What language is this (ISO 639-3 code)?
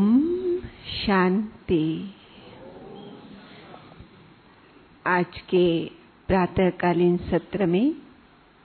hin